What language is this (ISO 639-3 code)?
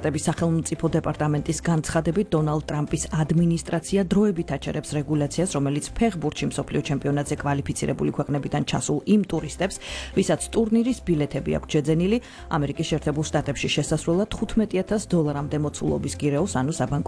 kat